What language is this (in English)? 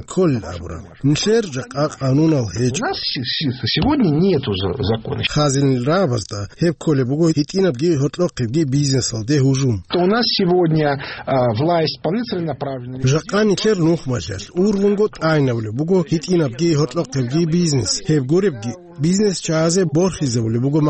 Avaric